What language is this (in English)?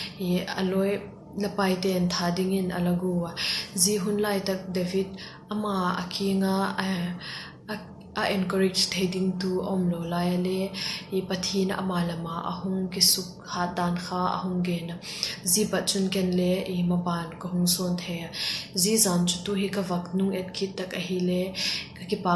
Vaiphei